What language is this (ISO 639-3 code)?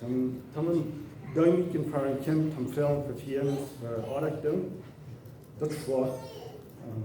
pdt